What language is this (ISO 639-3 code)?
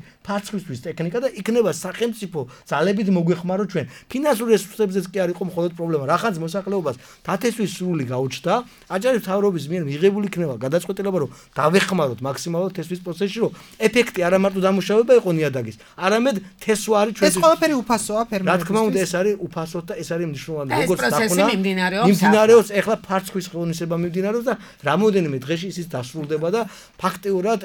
kat